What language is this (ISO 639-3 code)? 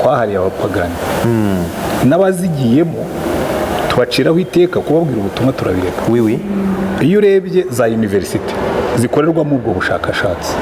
kin